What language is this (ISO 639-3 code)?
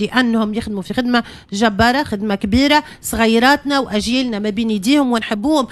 aeb